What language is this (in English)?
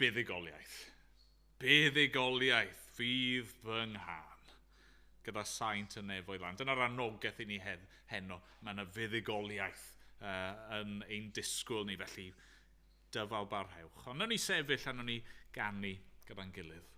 Welsh